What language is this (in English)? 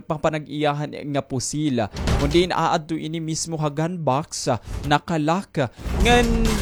Waray